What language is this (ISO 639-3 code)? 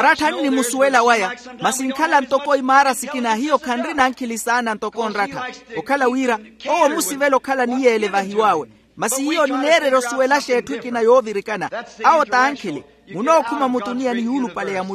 vmw